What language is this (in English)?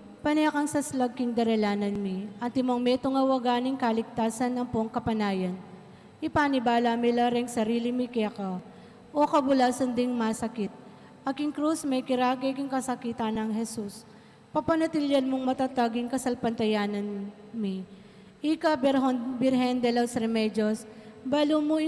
Pampanga